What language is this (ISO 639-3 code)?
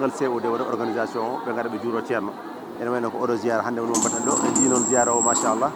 ful